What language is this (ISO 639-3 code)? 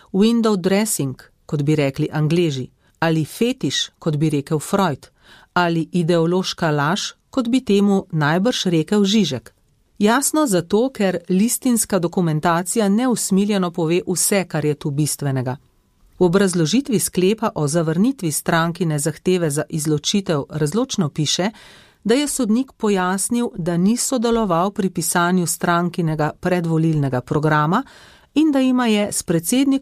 slv